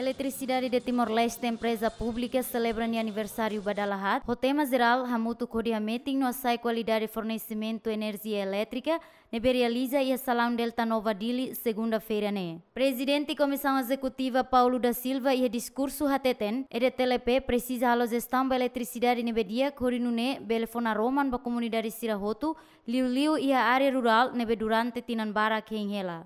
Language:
Tetum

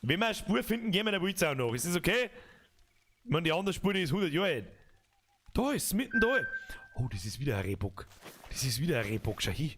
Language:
Bavarian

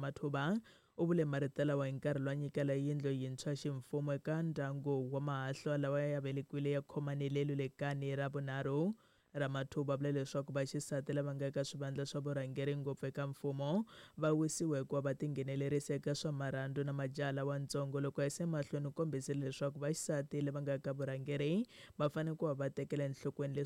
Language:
Tsonga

